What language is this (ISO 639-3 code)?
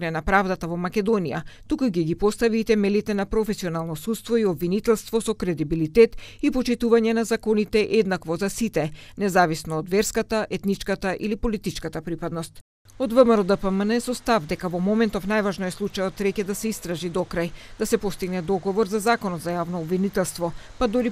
mkd